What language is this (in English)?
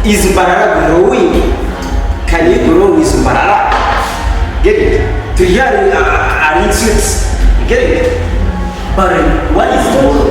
Nyankole